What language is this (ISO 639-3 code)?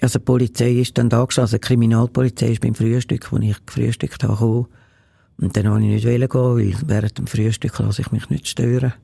gsw